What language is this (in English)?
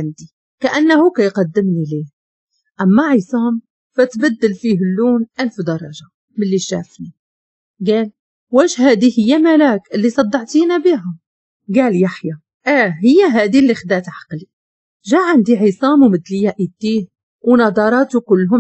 Moroccan Arabic